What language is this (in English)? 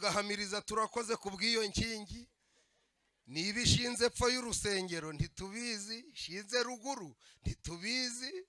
Kinyarwanda